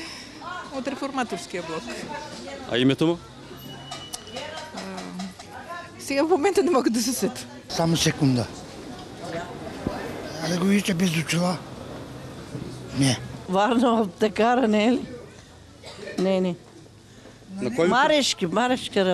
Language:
Bulgarian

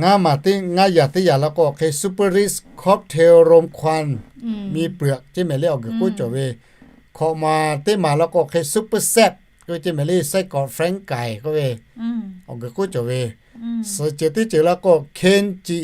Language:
Lahu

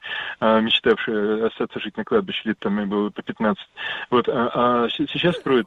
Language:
Russian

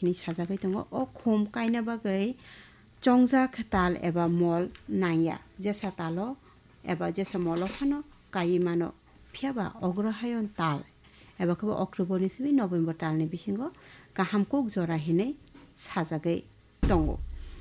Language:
Kok Borok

